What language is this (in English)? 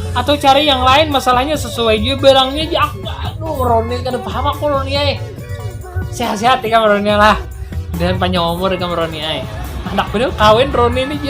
Banjar